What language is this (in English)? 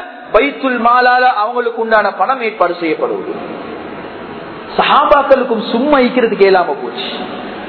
Tamil